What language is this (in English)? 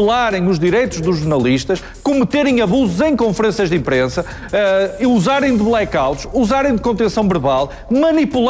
Portuguese